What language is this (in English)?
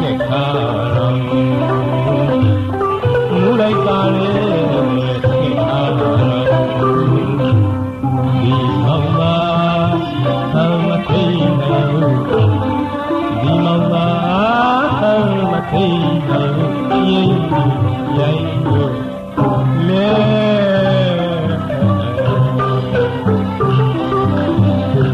Burmese